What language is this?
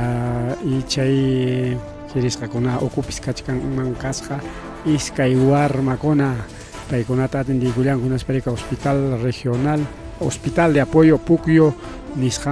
Ayacucho Quechua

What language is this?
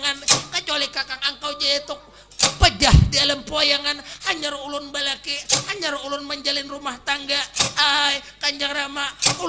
Banjar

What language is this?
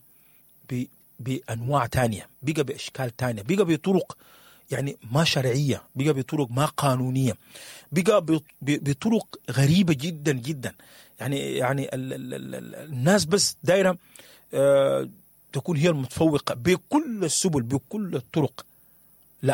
Sudanese Arabic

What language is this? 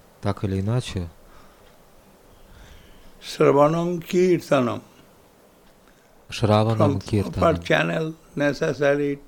Russian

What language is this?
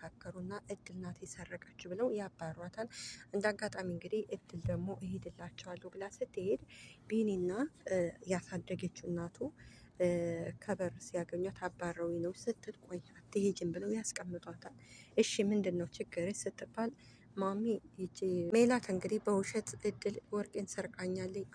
Amharic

